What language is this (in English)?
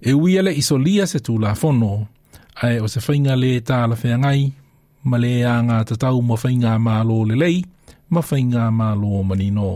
Samoan